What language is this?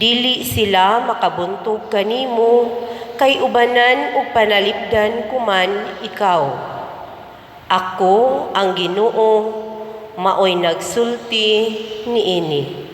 Cebuano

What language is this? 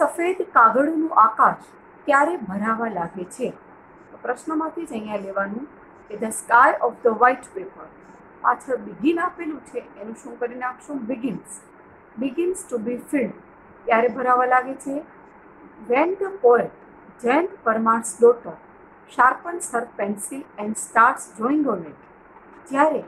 Gujarati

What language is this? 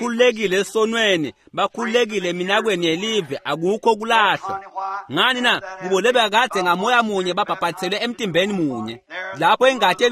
Swati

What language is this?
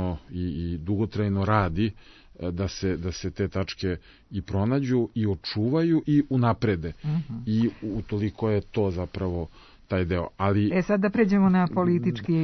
Serbian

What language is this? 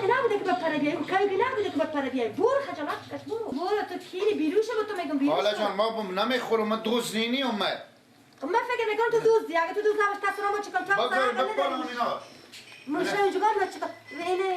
Persian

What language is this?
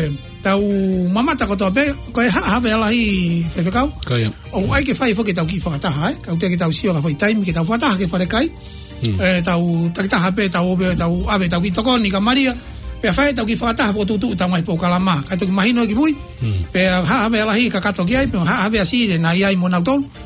Tongan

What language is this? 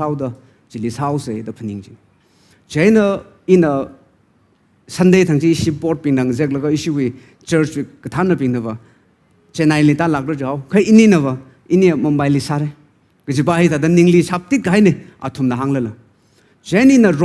Tangkhul Naga (India)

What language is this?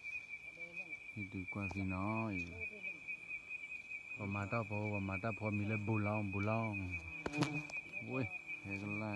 S'gaw Karen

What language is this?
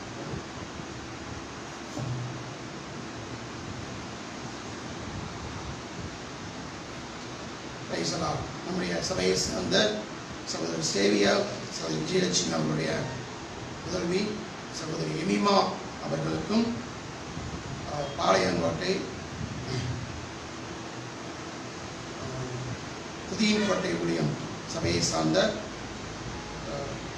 Tamil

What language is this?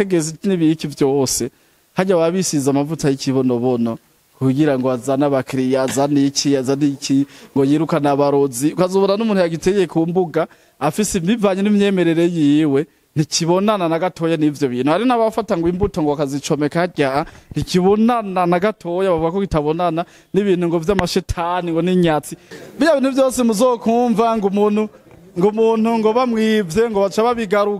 Rundi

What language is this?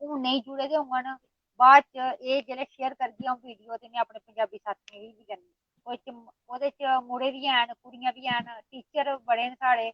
Dogri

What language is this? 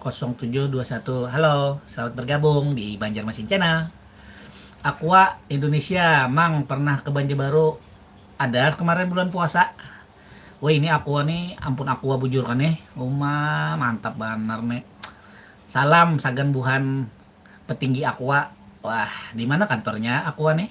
Banjar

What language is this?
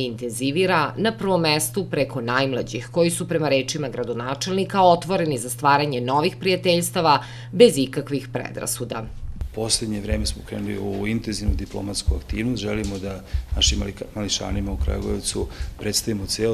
Serbian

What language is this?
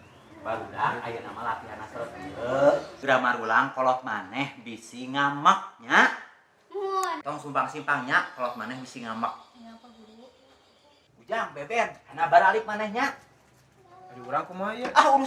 Sundanese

